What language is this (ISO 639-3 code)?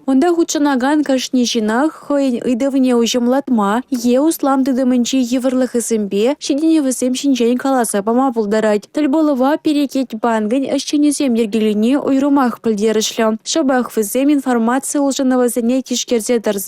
chv